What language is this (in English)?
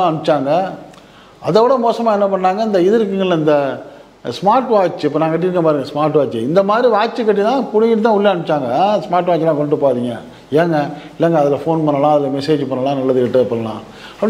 Tamil